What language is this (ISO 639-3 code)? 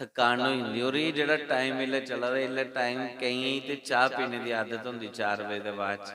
doi